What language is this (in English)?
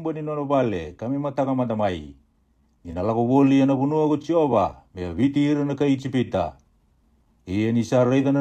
Fijian